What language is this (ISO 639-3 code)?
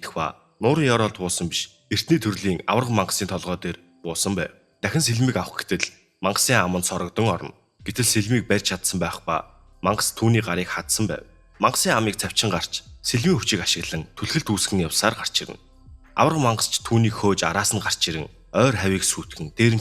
mon